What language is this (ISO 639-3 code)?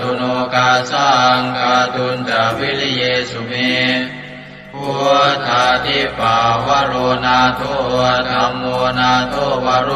pli